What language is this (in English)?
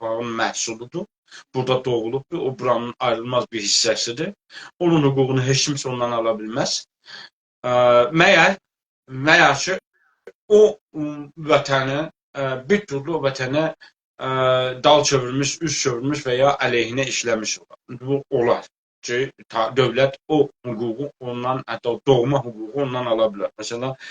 South Azerbaijani